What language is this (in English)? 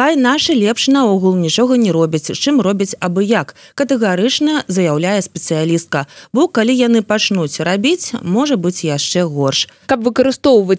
Belarusian